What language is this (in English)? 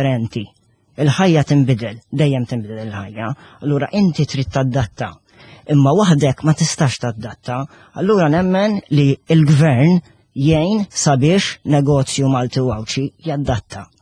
Maltese